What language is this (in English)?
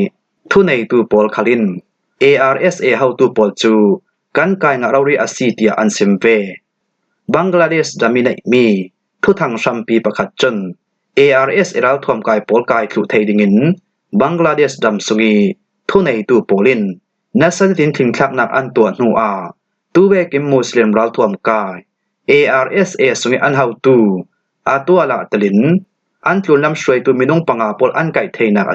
Falam Chin